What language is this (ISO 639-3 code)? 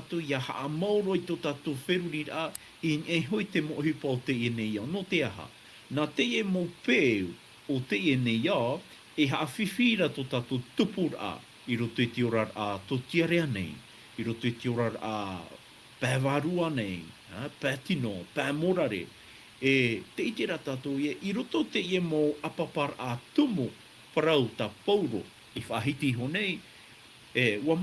tah